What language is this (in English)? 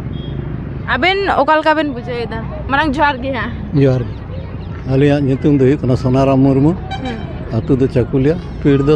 Santali